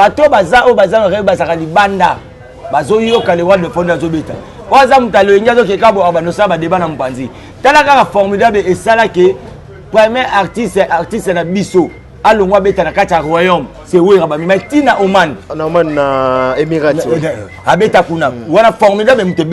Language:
Lingala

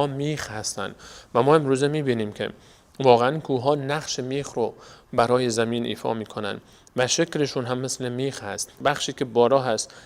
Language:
Persian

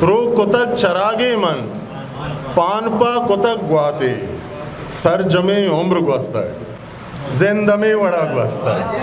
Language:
Eastern Balochi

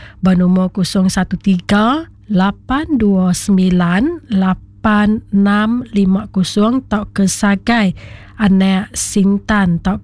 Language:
Iban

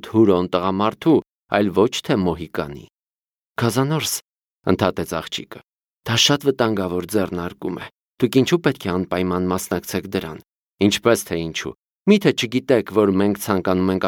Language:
Armenian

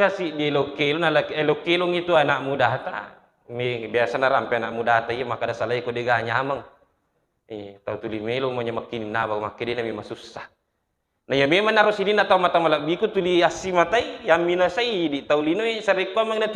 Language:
Buginese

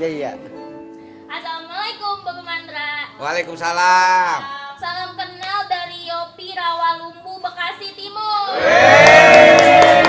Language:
Betawi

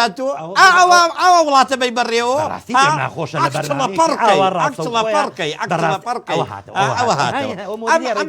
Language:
Central Kurdish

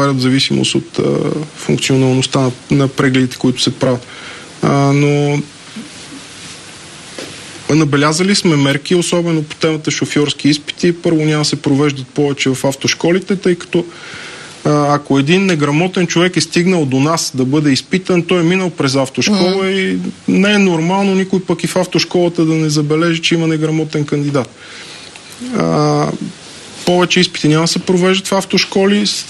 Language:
Bulgarian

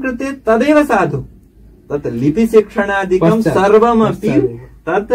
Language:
Sanskrit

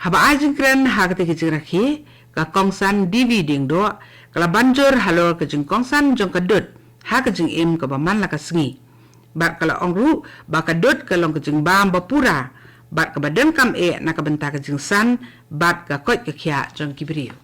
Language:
Khasi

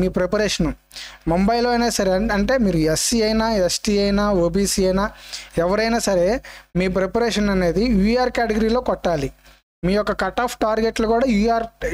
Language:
Telugu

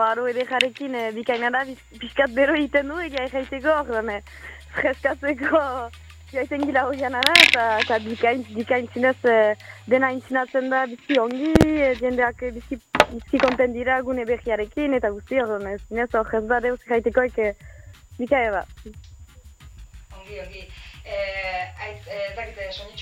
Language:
Basque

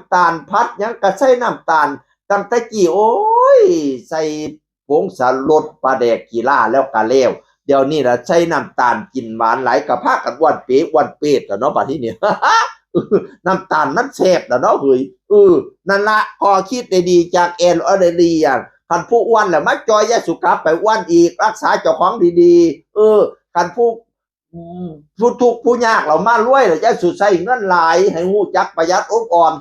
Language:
Northeastern Thai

